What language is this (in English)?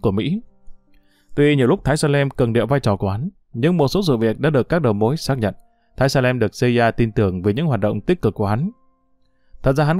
Vietnamese